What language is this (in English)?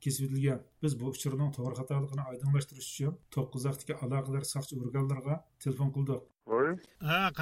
Uyghur